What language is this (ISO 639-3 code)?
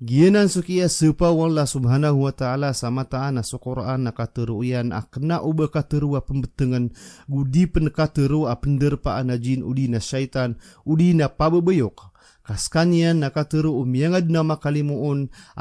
mrw